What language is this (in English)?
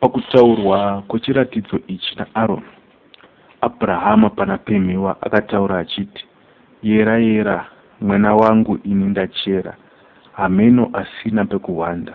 Shona